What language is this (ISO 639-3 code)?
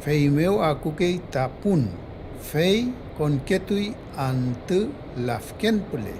arn